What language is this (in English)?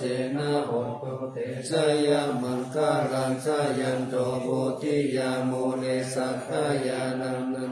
Pali